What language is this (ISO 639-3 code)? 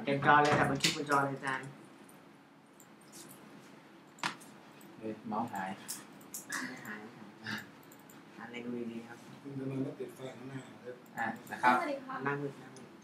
tha